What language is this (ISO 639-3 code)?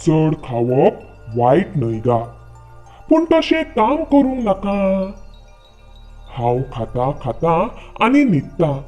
kok